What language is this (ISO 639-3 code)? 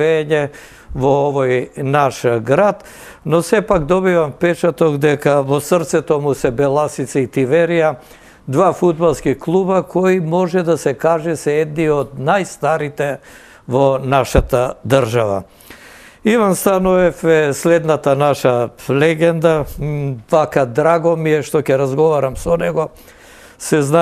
mkd